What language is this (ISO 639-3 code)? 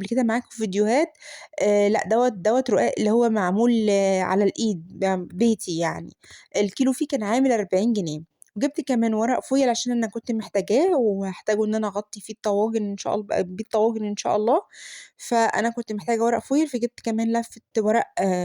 arz